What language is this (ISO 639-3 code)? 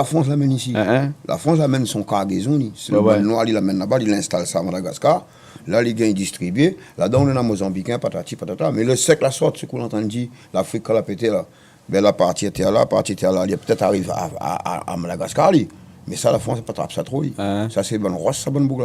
rcf